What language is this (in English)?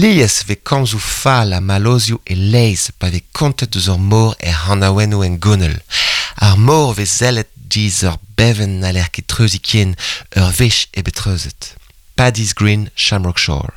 Breton